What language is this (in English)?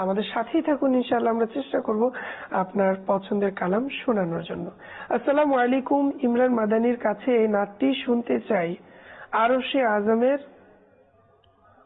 Bangla